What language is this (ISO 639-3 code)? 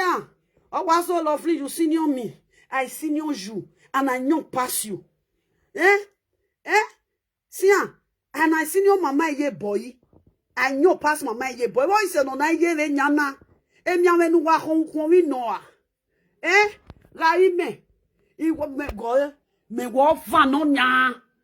pcm